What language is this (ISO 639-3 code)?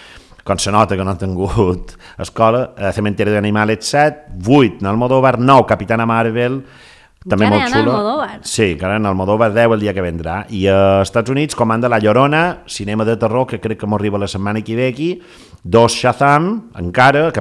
cat